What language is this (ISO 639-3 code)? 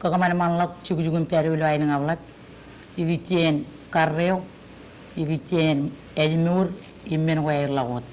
mah